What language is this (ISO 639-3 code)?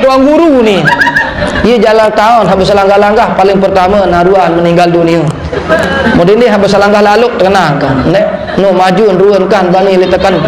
sas